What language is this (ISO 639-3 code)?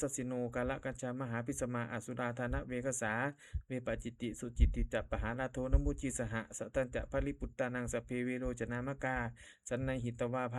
pli